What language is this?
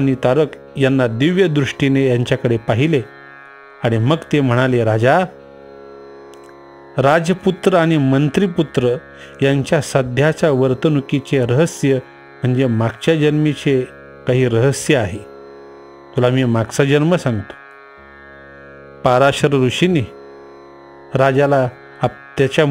Marathi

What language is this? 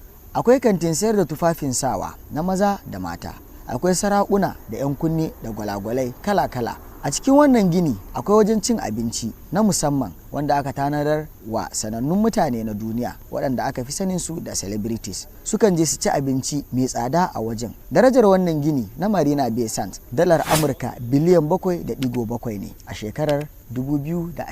Hausa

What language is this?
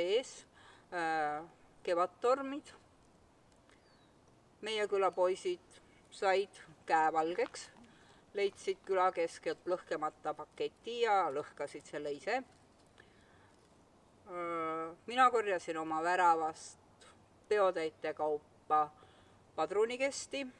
Estonian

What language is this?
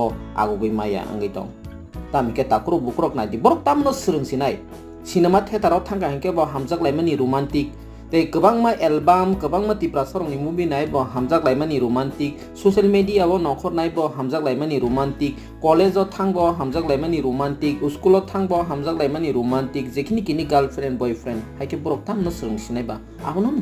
Kok Borok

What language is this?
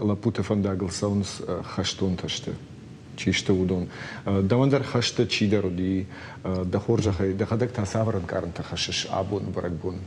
Ossetic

